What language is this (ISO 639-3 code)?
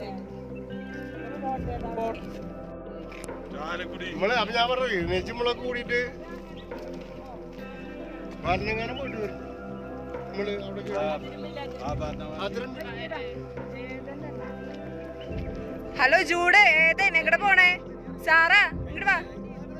mal